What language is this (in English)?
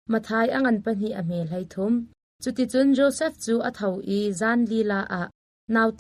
Hakha Chin